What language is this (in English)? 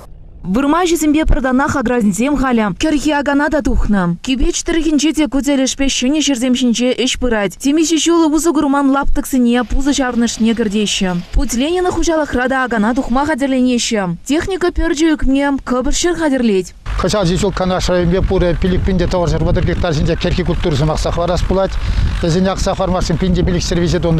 Chuvash